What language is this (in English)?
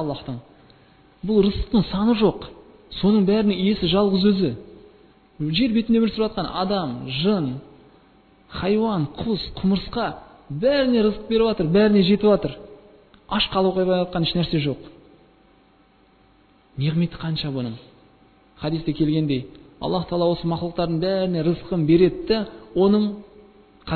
Kazakh